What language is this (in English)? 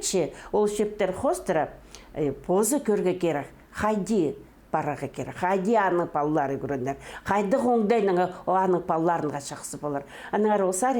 Khakas